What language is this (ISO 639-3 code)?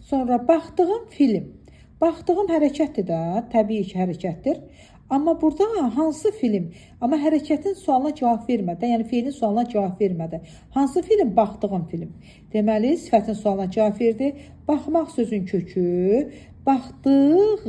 aze